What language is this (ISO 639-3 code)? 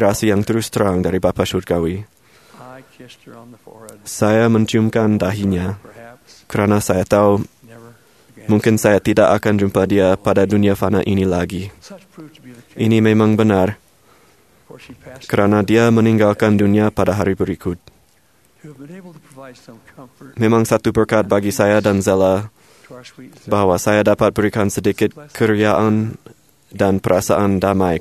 msa